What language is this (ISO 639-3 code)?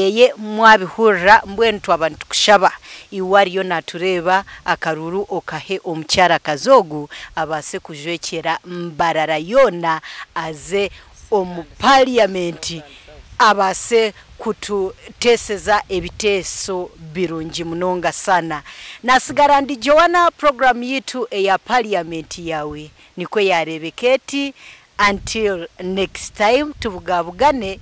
nyn